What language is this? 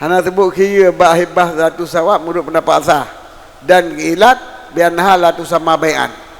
Achinese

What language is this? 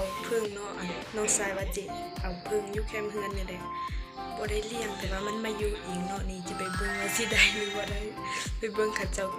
Lao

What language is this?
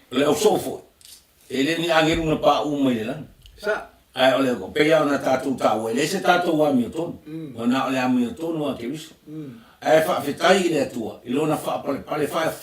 Samoan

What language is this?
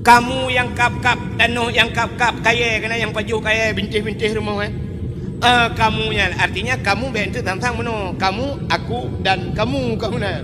Achinese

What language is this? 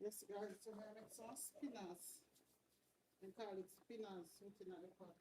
Jamaican Creole English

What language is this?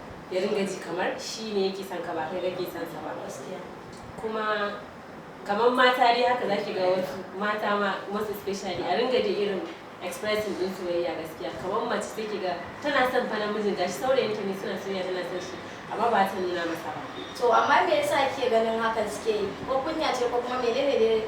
Hausa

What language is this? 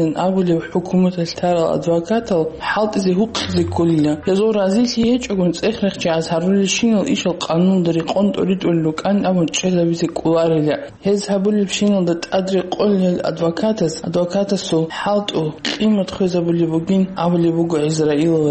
Avaric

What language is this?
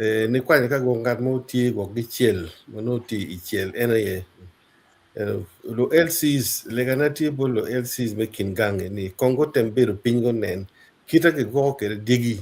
Acoli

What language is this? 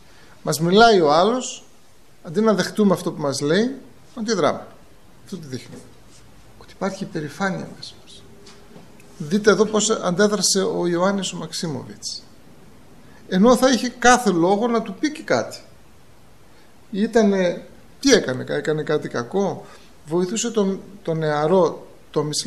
Greek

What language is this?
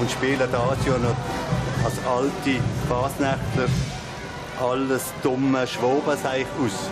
Swiss German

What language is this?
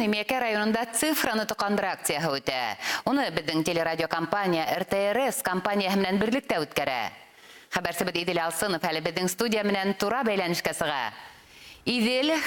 Bashkir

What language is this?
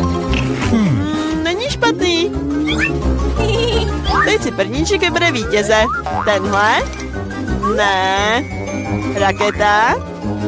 Czech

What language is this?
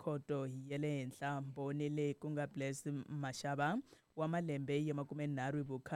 Tsonga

